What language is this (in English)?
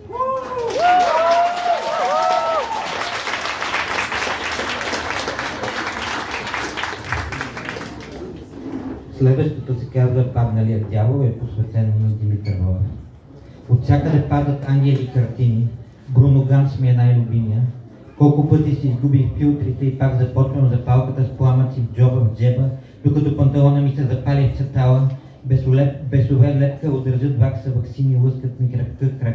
Bulgarian